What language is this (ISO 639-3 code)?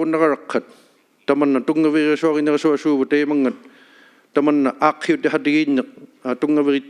iku